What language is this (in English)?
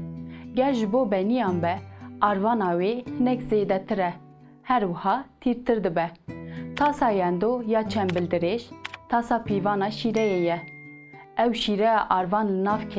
Kurdish